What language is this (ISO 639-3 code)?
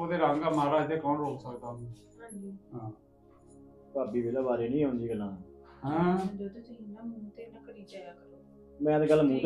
pan